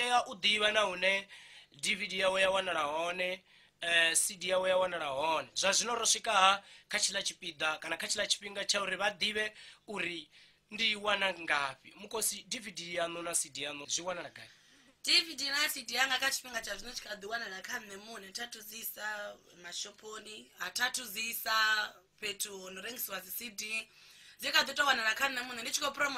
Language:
Venda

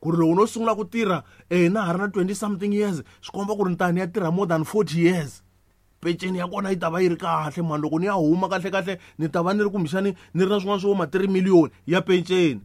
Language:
Tsonga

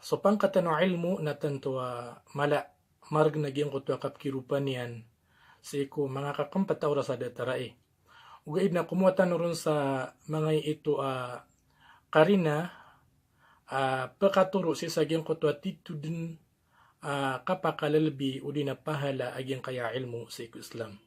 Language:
Maranao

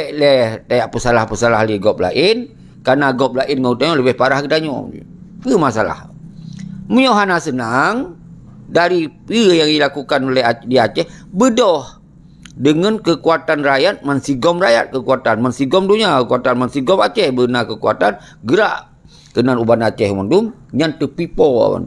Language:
Achinese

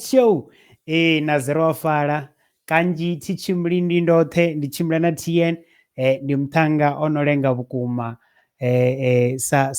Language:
Venda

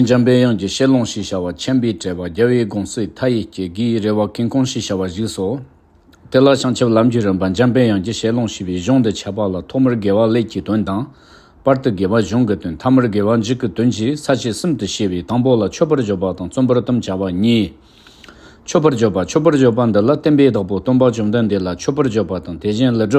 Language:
Tibetan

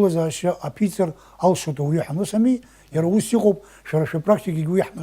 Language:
Abkhazian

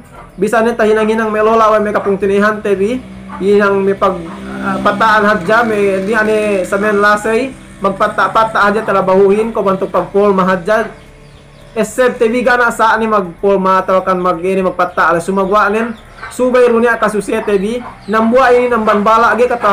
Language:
Yakan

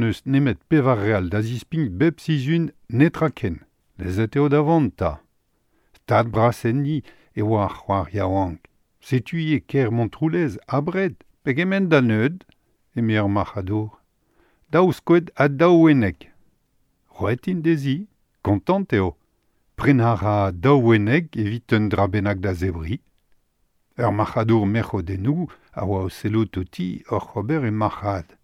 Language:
Breton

